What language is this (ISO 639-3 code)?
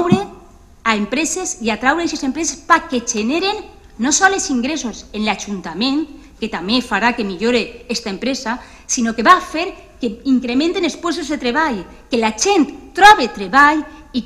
cat